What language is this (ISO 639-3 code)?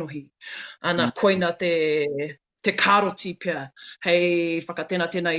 mri